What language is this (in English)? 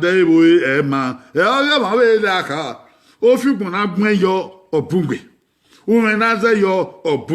Bini